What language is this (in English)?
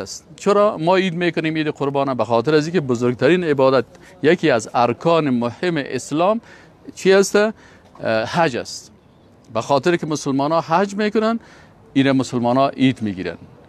Persian